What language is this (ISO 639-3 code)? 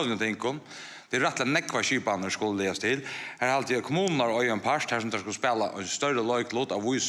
fao